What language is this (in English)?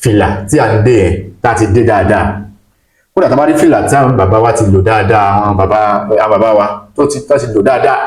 Yoruba